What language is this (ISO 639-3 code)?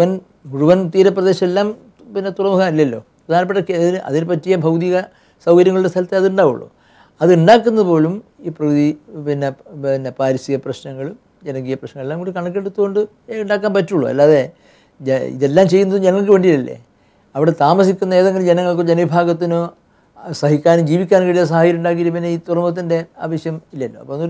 mal